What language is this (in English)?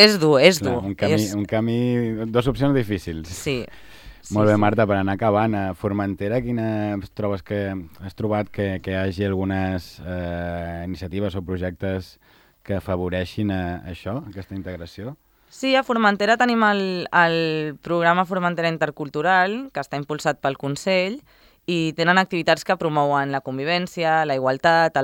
Catalan